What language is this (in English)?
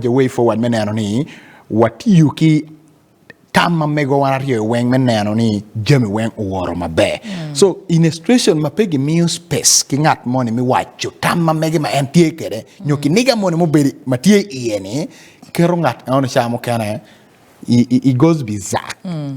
Acoli